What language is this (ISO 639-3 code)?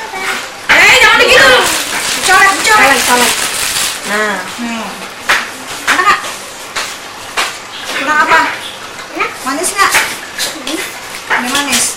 ind